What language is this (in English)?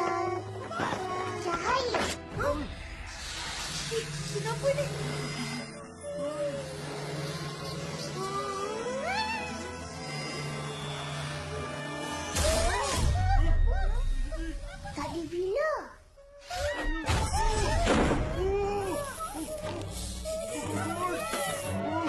Malay